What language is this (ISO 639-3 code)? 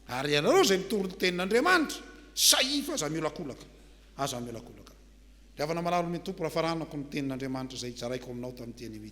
mlg